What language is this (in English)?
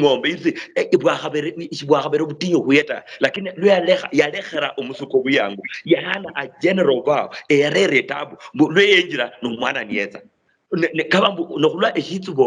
Luyia